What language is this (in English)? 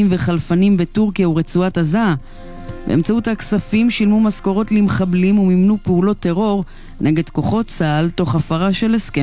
Hebrew